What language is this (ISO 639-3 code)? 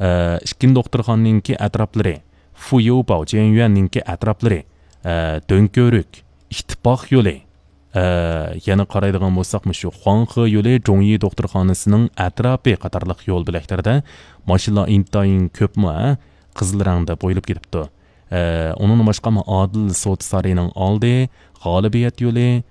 uig